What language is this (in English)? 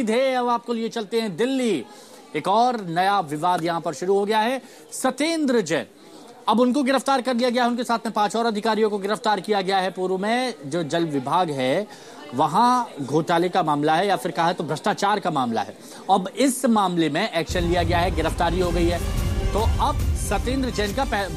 Hindi